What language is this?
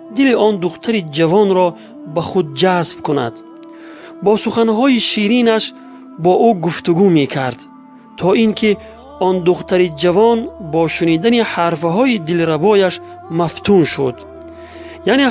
Tajik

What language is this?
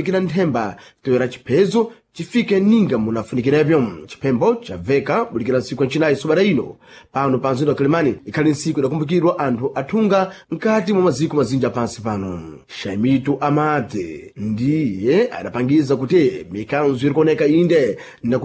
Sena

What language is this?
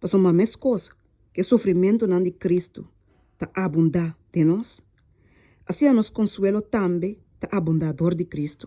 Papiamento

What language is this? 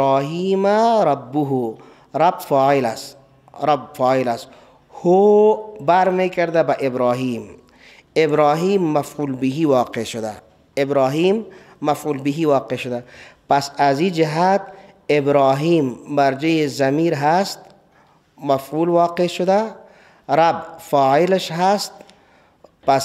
Persian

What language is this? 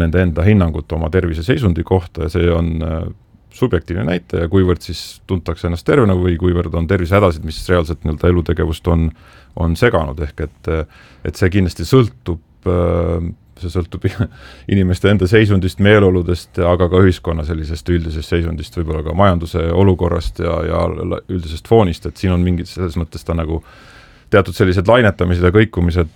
Estonian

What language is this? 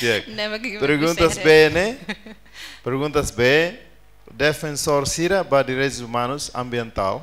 Tetum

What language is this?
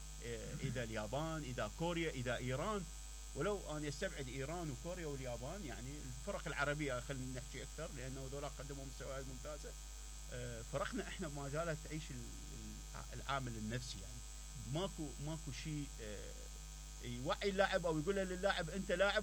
Mesopotamian Arabic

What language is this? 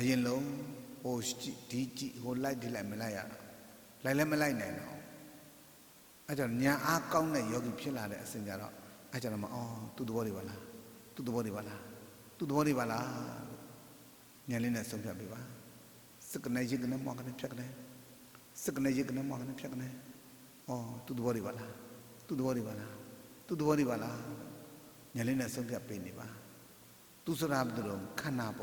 Burmese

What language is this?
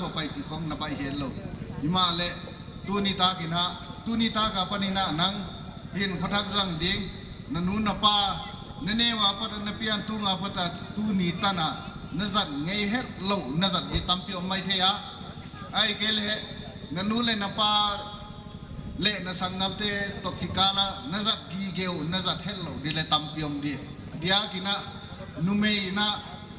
Paite Chin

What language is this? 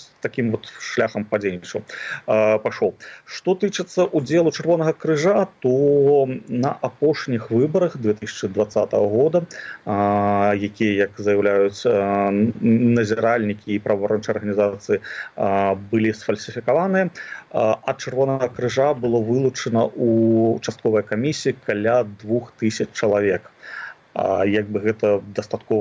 Belarusian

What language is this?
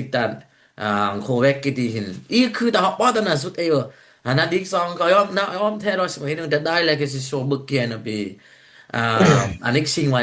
Dimasa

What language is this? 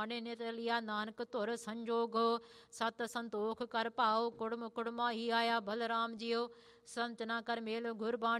Punjabi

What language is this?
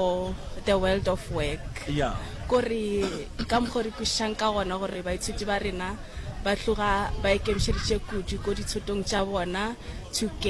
Northern Sotho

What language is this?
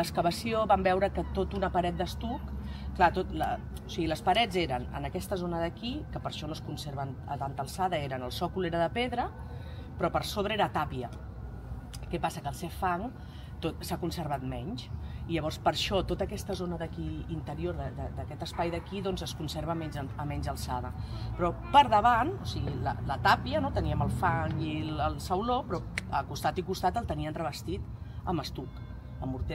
Catalan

